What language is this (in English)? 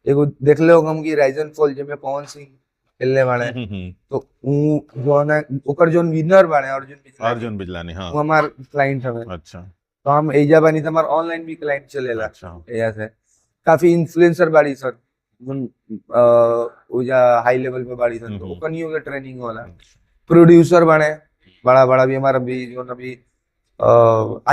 Bhojpuri